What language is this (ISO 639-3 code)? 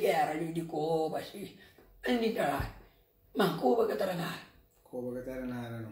kea